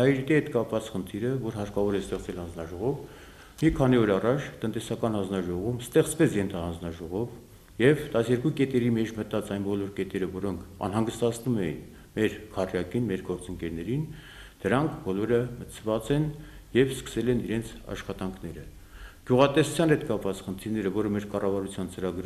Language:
Armenian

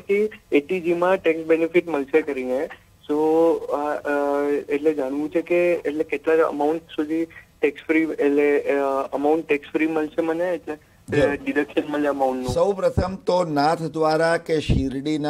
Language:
Gujarati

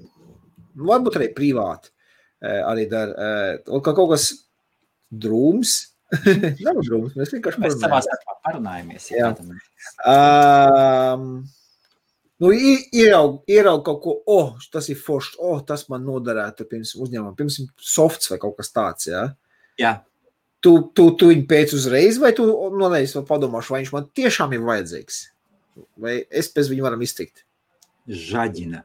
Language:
Latvian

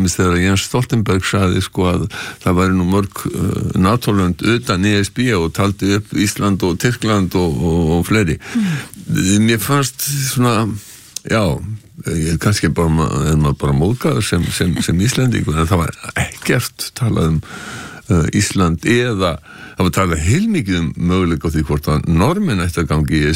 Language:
Icelandic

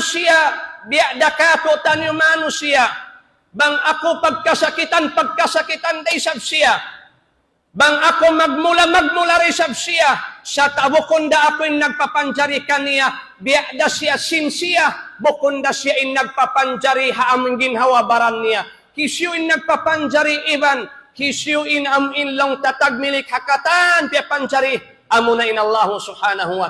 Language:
Tausug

